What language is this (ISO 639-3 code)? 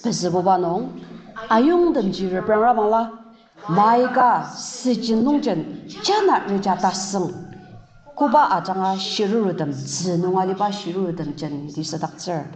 njo